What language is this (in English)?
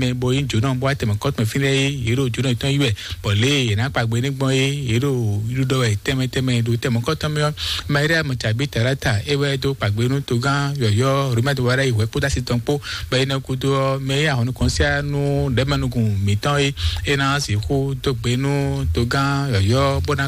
Fon